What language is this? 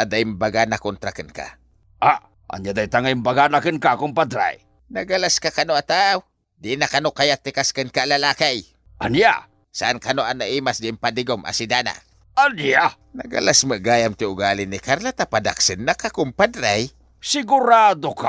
Iloko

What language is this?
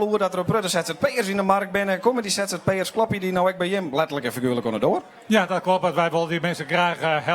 Western Frisian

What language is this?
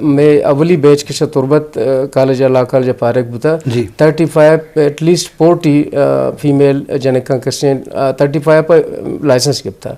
Eastern Balochi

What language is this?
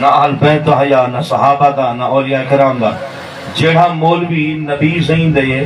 Saraiki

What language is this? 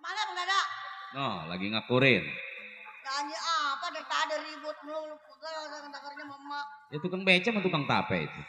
Betawi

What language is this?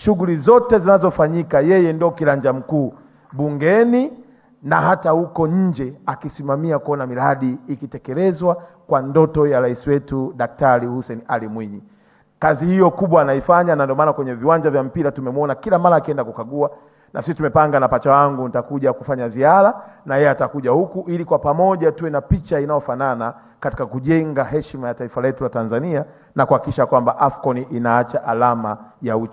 Swahili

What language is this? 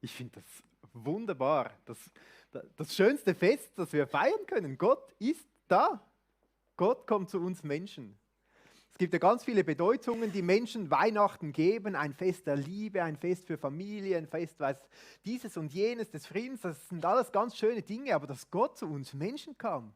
Swiss German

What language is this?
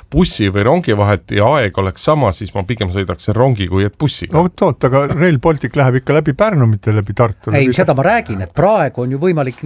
Estonian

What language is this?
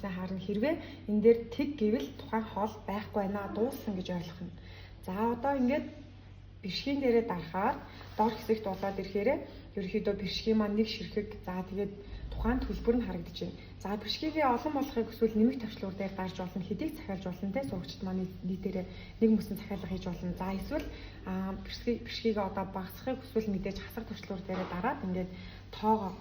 Mongolian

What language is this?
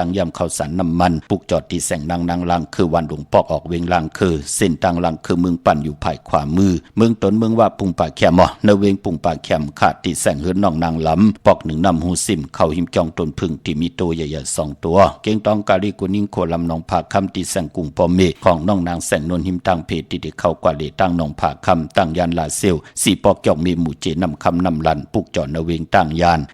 Shan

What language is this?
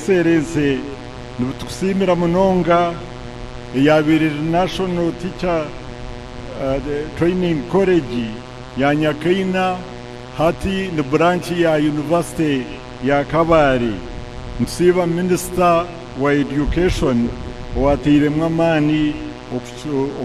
Nyankole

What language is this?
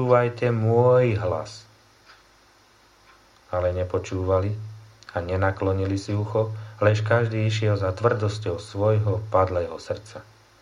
Slovak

